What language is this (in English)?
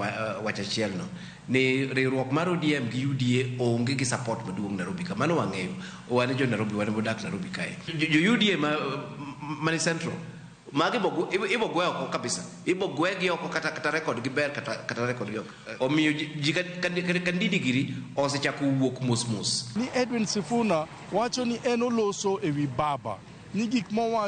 Luo (Kenya and Tanzania)